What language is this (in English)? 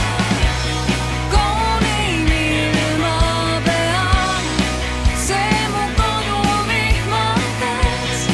Estonian